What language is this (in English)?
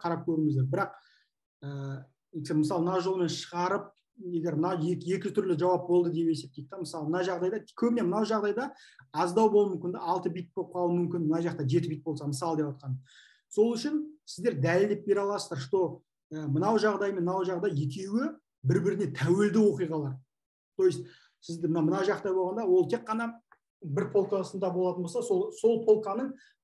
Kazakh